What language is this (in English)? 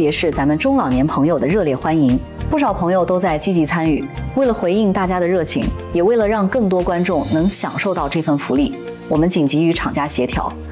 Chinese